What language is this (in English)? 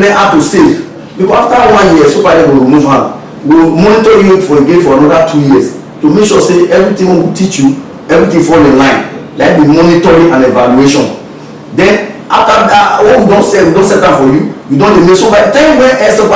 Nigerian Pidgin